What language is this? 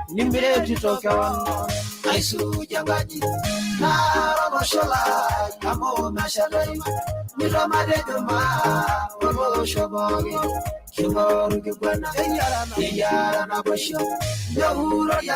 Masai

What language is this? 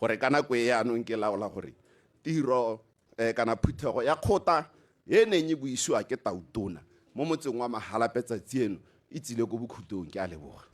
Tswana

